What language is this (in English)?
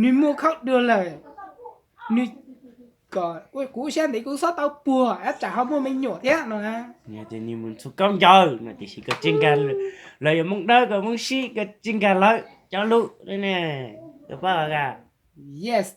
Hmong